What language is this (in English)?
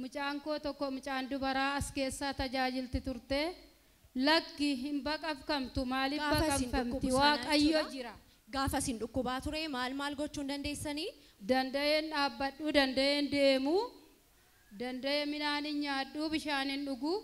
Oromo